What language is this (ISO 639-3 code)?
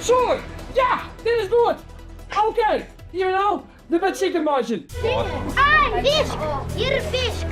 fry